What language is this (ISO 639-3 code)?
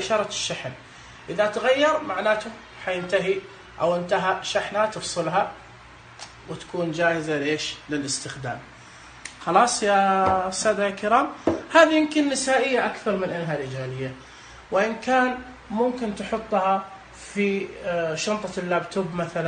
ars